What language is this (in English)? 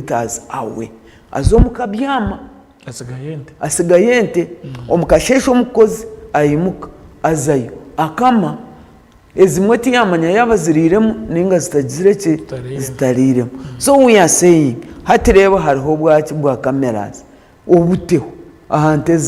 Nyankole